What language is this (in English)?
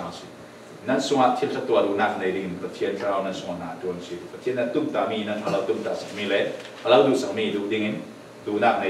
Falam Chin